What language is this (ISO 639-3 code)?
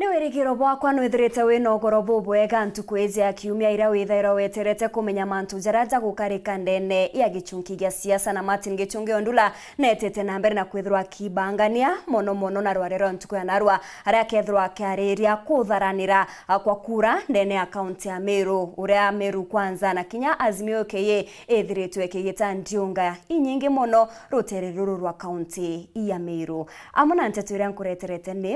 mer